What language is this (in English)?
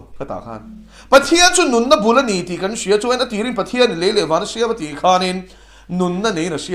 Mizo